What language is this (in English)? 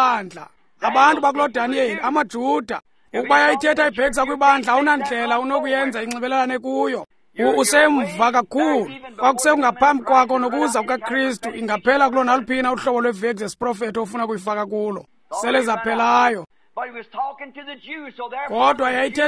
Xhosa